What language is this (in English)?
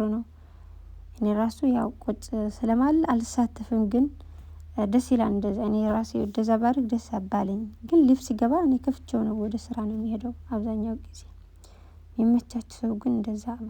Amharic